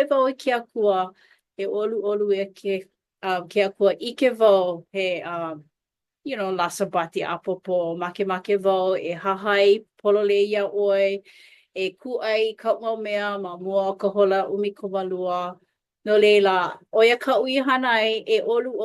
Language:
Hawaiian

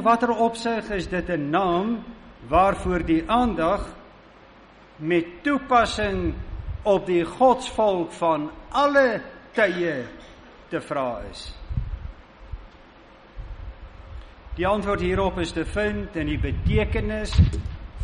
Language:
Afrikaans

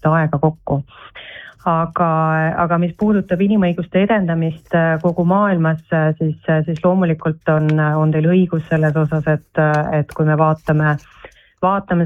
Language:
Estonian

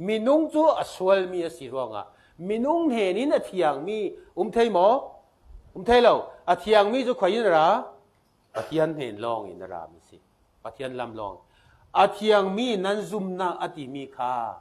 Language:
Falam Chin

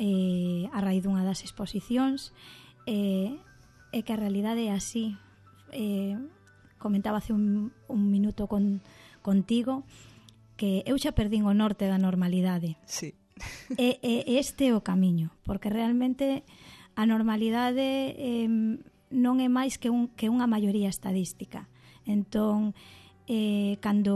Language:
Galician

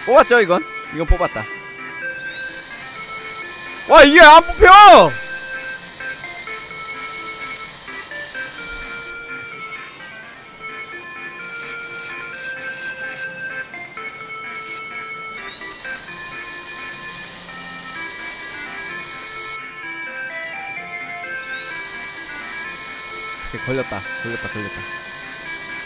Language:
Korean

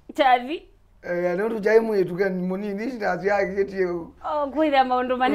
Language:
Kamba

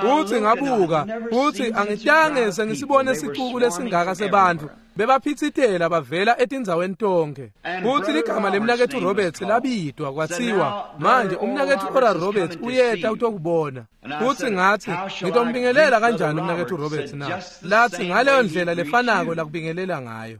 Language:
Swati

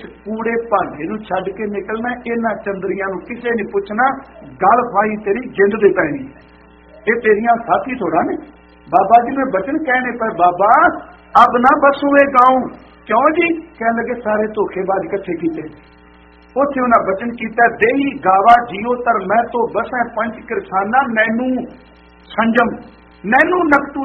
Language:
Punjabi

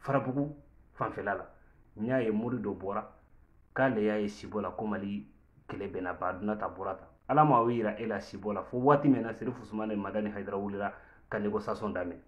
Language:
Bambara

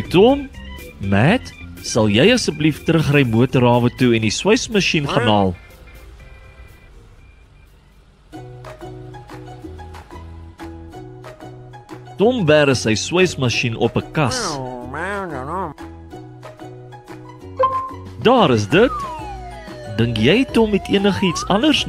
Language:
Afrikaans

